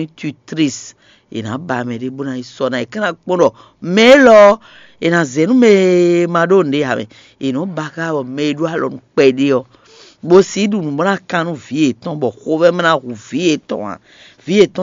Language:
Fon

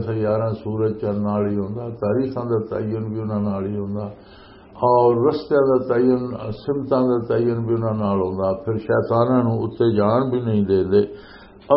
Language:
Western Panjabi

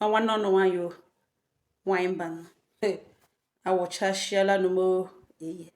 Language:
Igbo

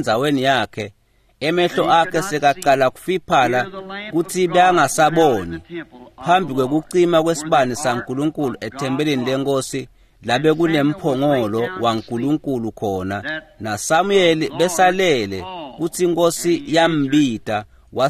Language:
Swati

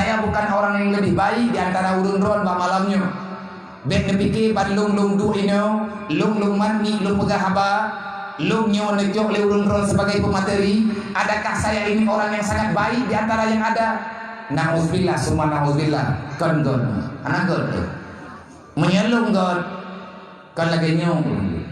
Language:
Achinese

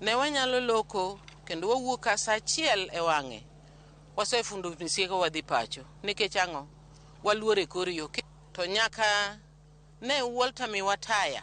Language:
Luo (Kenya and Tanzania)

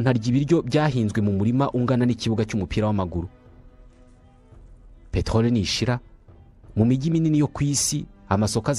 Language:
Kinyarwanda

